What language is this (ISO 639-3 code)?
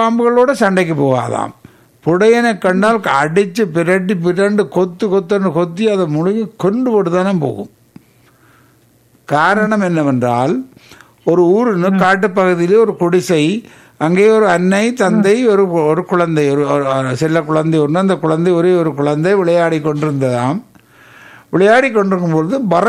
tam